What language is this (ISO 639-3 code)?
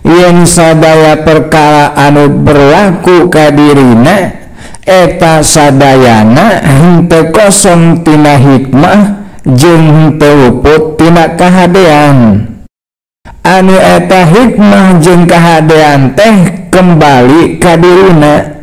sun